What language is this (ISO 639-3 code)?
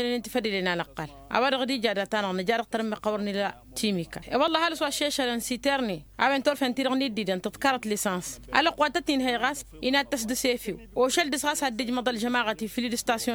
taq